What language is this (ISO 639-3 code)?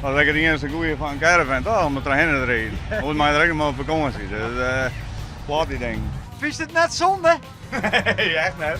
fry